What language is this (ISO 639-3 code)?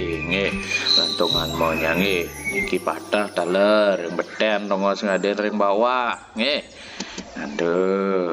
ban